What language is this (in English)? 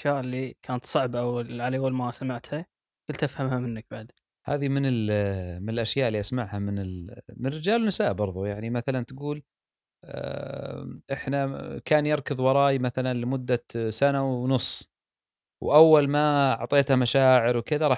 Gulf Arabic